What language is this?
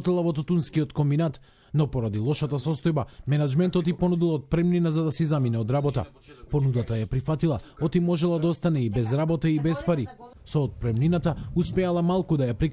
Macedonian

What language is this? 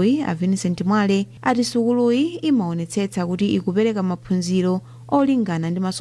Nyanja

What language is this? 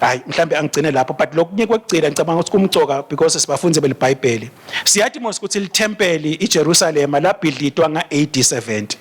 Swati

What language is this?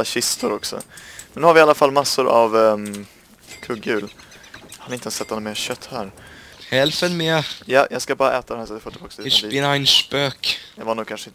Swedish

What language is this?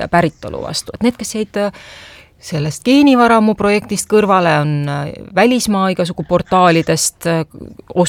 Estonian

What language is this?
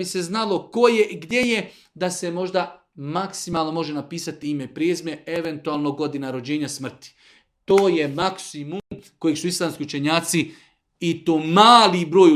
Bosnian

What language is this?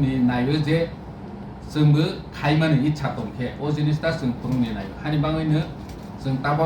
Kok Borok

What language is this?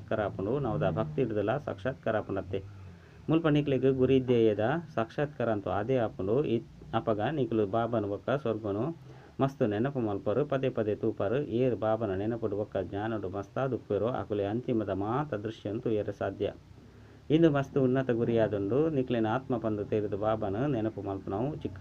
Tulu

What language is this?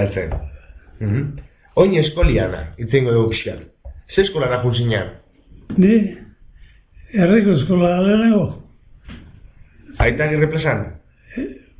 Basque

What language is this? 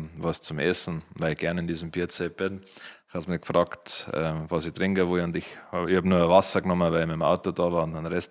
Bavarian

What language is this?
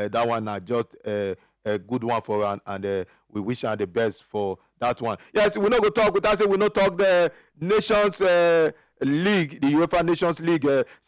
Nigerian Pidgin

